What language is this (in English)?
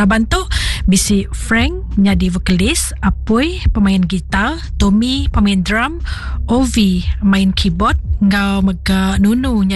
Iban